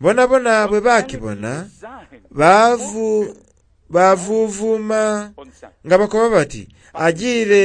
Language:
Soga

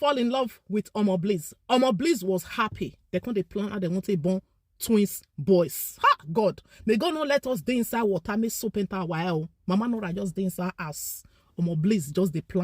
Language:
Nigerian Pidgin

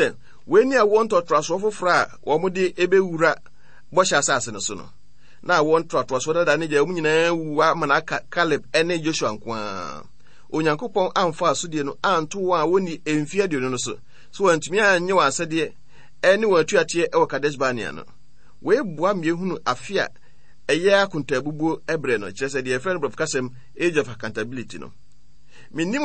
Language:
Akan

